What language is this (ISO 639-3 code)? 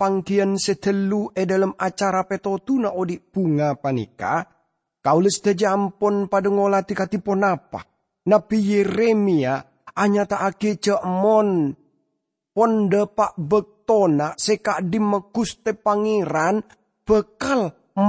mad